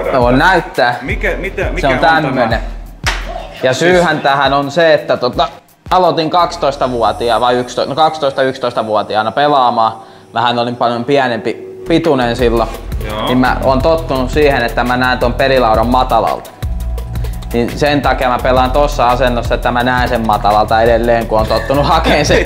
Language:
Finnish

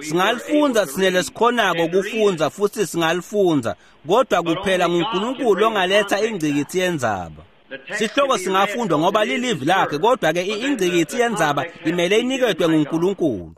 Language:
Swati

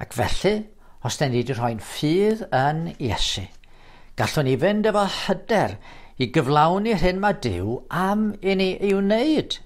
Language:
Welsh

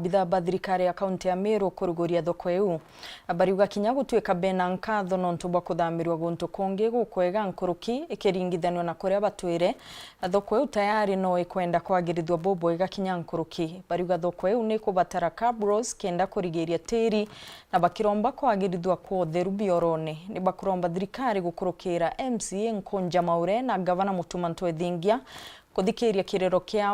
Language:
Meru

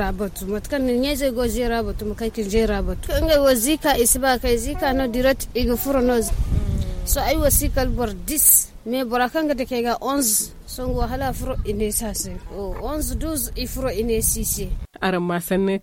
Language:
Zarma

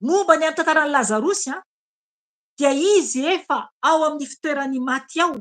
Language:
Malagasy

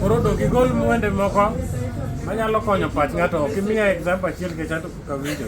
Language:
Luo (Kenya and Tanzania)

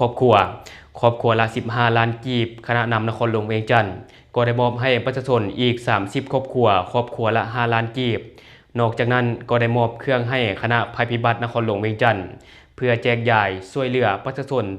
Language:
Lao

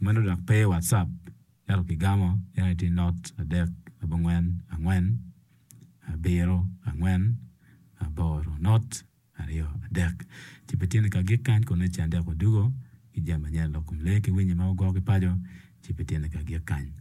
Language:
Acoli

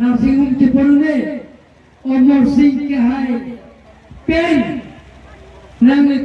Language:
Karbi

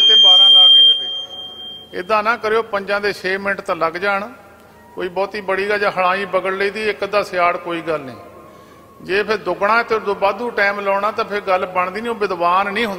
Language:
Punjabi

